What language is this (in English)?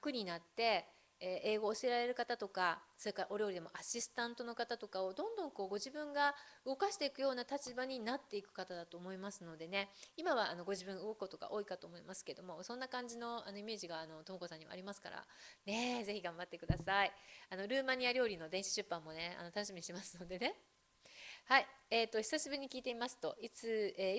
Japanese